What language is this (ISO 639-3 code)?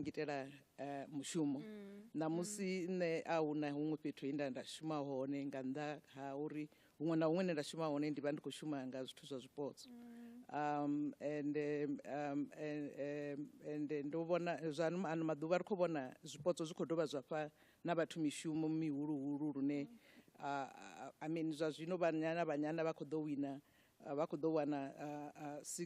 ven